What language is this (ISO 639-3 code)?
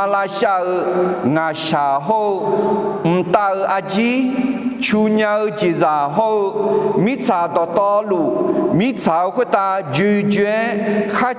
ahk